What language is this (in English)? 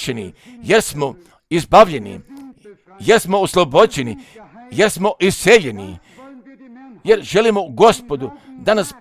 Croatian